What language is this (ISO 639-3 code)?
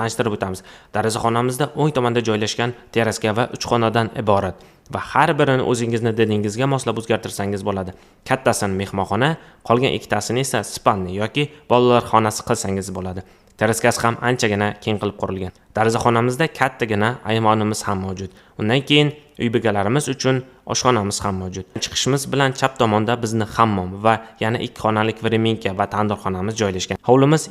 uzb